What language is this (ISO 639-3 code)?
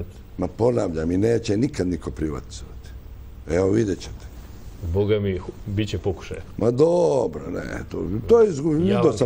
srp